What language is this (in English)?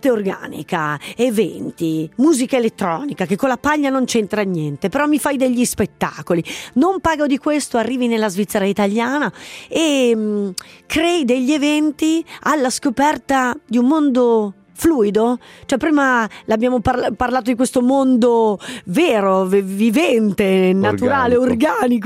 Italian